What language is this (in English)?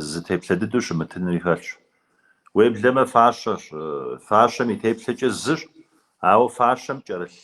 Kabardian